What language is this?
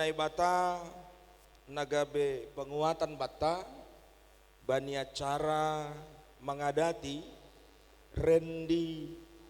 Batak Simalungun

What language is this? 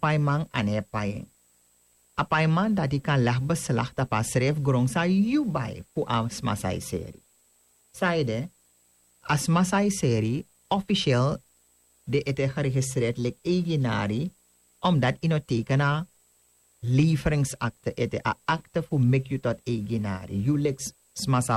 Sranan Tongo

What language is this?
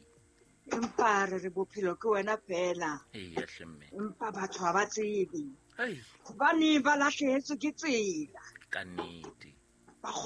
Southern Sotho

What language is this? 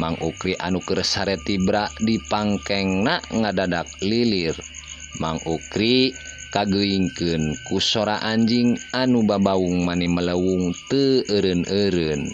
Sundanese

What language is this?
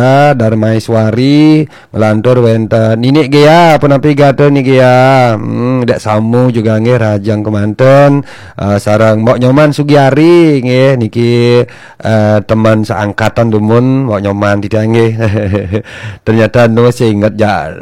Balinese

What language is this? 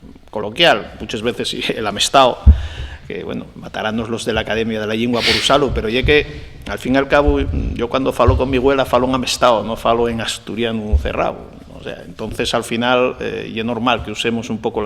Asturian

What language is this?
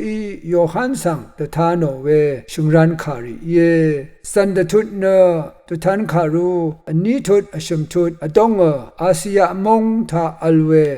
Rawang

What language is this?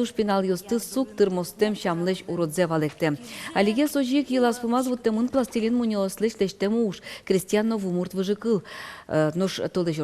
Udmurt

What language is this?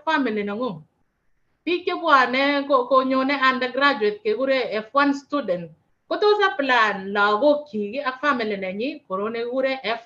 Kalenjin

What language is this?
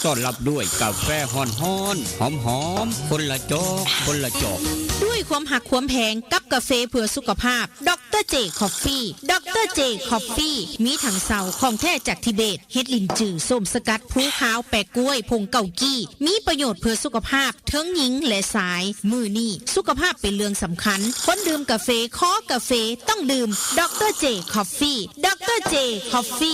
Northeastern Thai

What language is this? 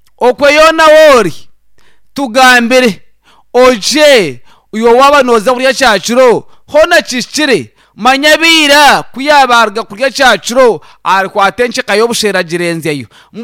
Nyankole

